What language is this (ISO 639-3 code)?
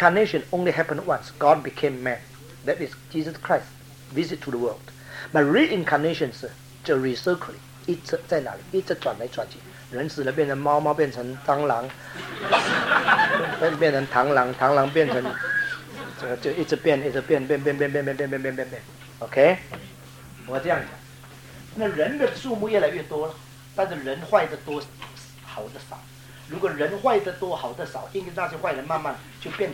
zho